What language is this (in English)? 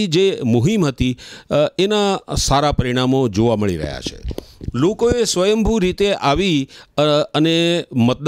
Gujarati